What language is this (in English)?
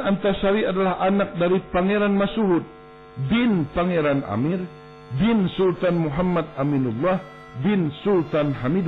Banjar